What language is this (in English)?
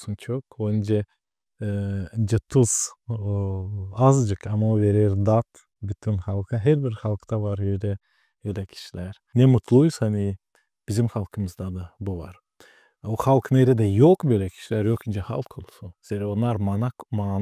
Gagauz